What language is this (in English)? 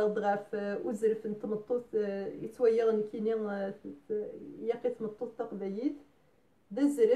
Kabyle